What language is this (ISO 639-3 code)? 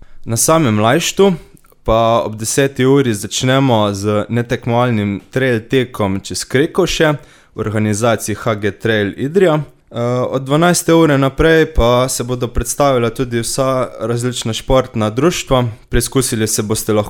slv